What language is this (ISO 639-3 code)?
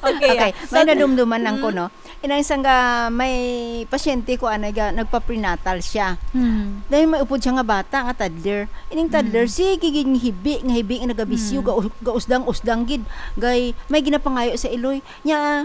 hil